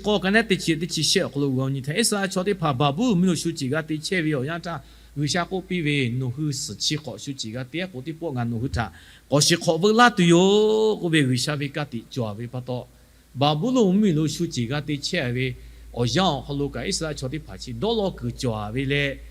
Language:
Lahu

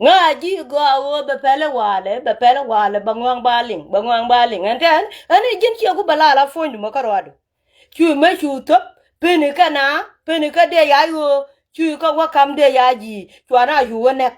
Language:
Nuer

